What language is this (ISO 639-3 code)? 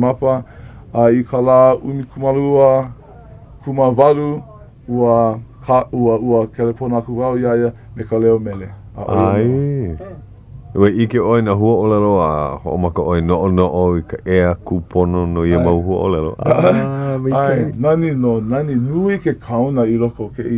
haw